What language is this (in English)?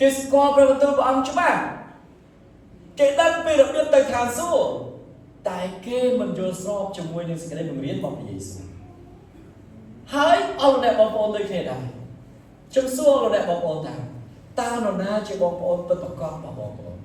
Khmer